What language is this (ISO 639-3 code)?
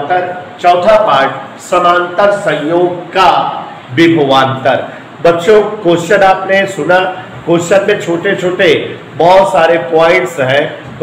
hin